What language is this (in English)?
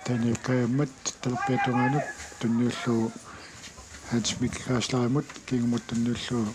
Kalaallisut